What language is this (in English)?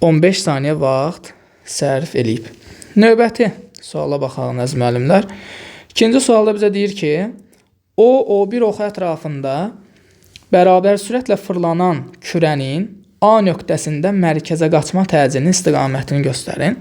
Azerbaijani